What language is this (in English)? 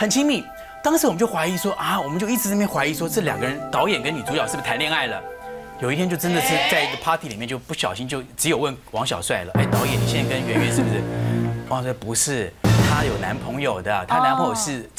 Chinese